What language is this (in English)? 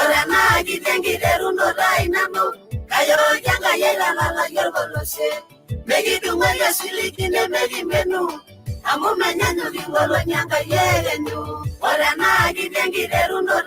Masai